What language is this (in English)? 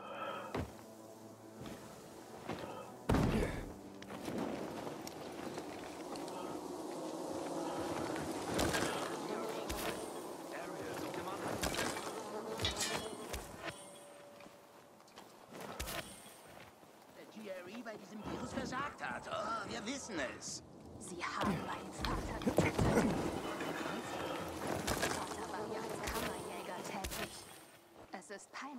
German